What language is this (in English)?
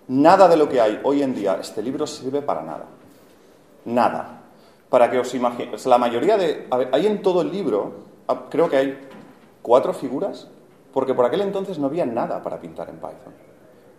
Spanish